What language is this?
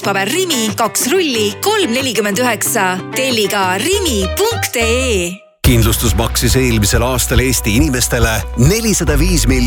Estonian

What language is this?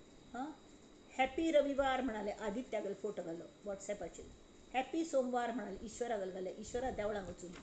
Konkani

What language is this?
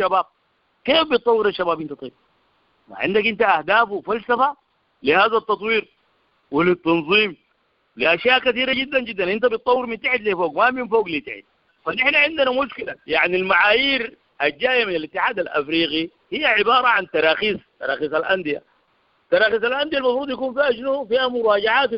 Sudanese Arabic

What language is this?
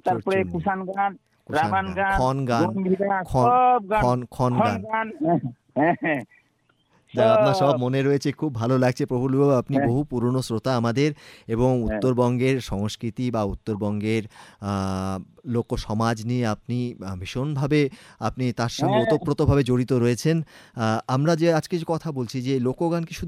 Bangla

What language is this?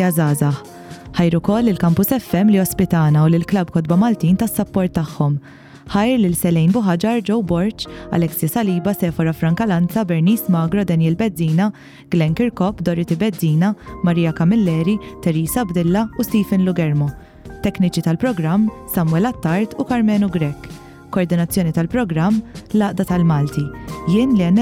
Maltese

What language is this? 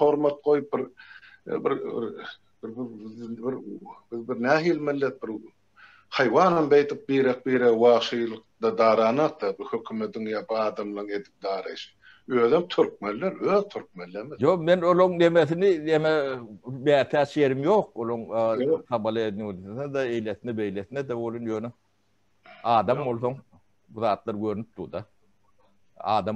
Turkmen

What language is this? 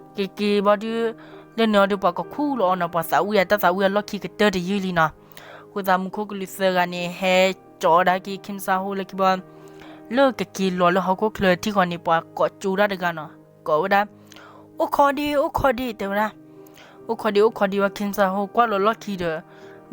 S'gaw Karen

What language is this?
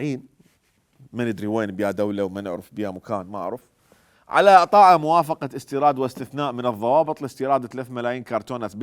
Mesopotamian Arabic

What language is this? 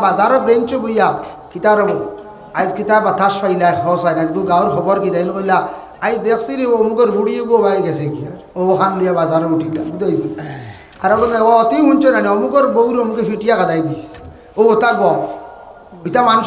Sylheti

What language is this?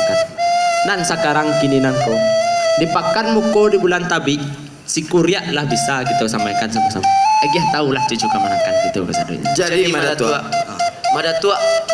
Minangkabau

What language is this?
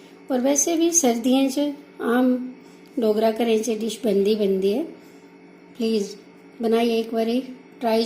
Dogri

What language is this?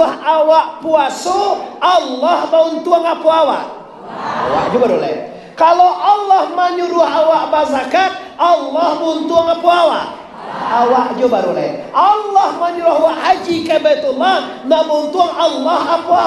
Minangkabau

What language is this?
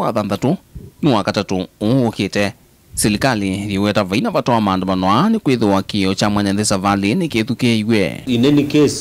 Kamba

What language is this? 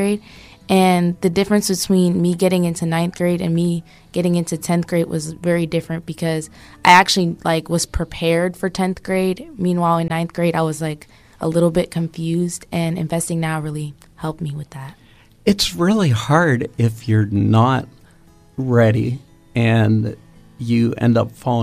English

